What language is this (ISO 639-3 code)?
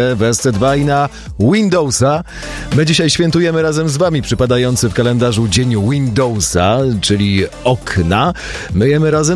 pol